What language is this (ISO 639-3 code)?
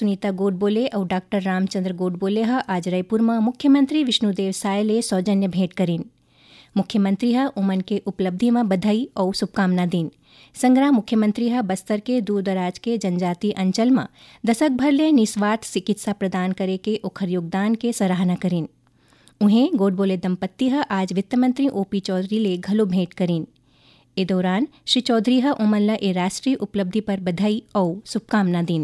hne